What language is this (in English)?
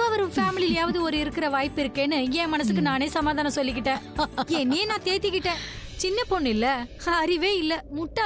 Tamil